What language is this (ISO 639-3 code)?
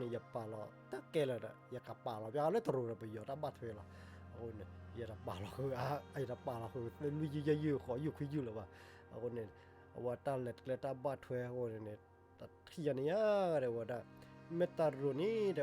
ksw